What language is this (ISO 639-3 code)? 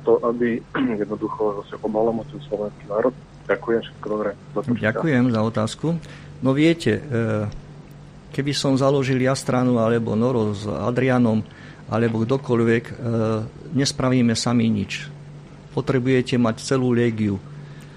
slk